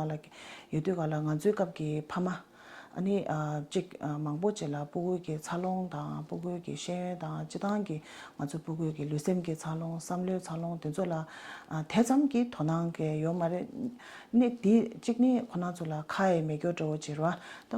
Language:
Tibetan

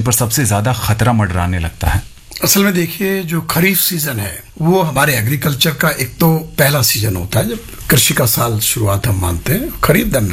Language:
Hindi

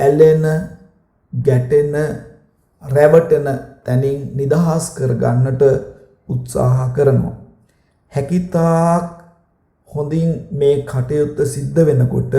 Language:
Sinhala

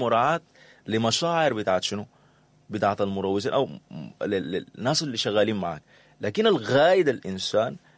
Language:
Sudanese Arabic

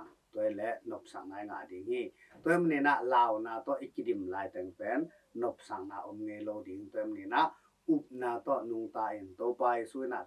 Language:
Tedim Chin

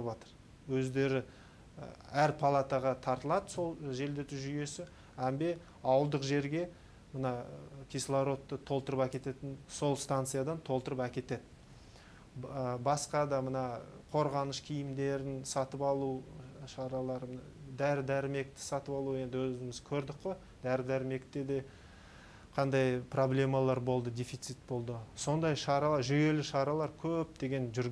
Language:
Kazakh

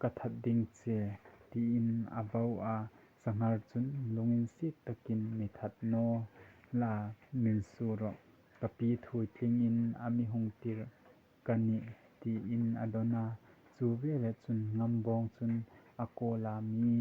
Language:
Hmar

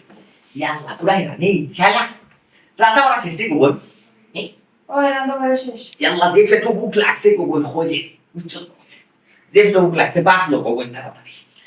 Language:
Sylheti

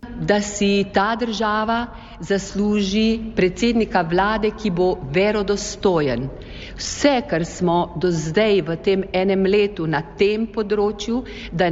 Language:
Slovenian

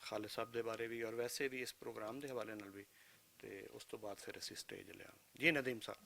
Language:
Western Panjabi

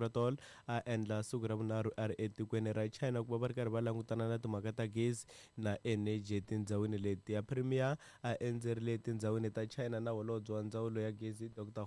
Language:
Tsonga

